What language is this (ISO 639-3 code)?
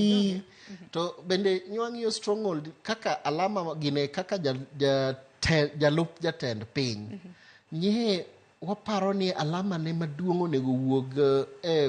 luo